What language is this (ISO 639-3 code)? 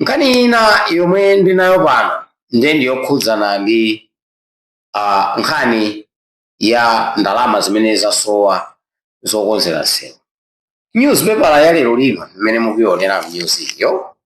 nya